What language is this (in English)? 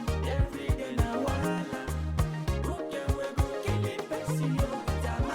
Nigerian Pidgin